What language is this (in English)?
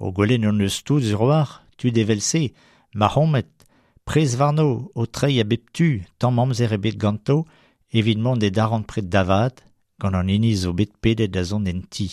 Breton